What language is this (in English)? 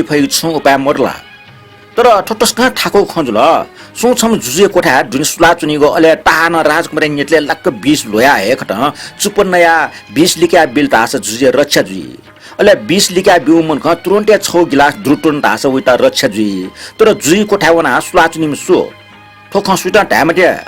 Newari